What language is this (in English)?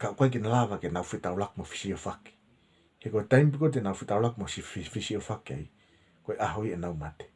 Tongan